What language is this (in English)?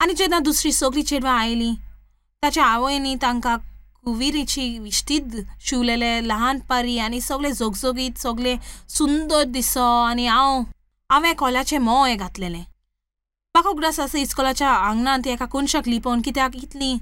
Konkani